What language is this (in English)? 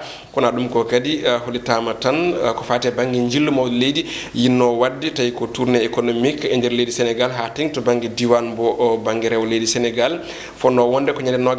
Fula